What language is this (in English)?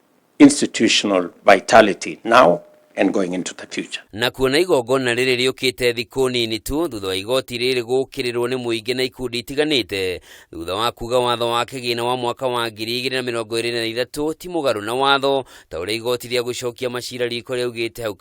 Kikuyu